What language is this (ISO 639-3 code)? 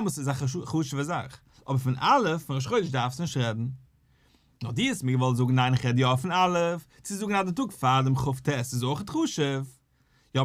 yid